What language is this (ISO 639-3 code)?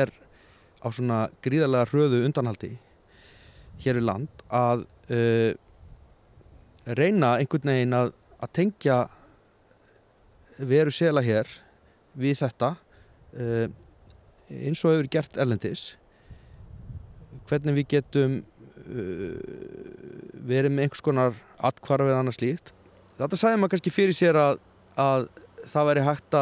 isl